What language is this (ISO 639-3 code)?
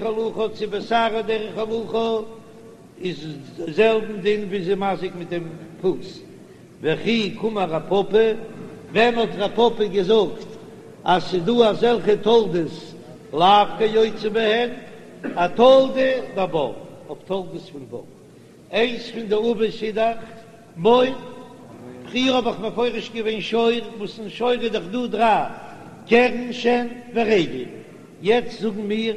yid